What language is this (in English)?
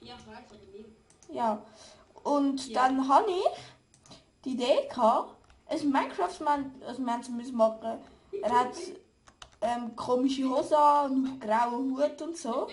Swiss German